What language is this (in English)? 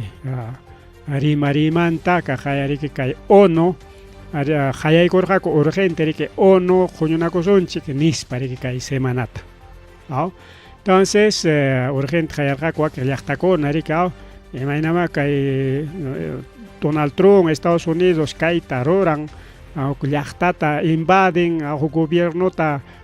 Ayacucho Quechua